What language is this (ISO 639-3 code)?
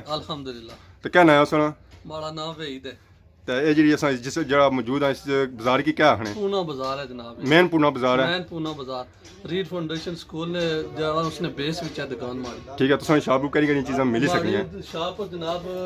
phr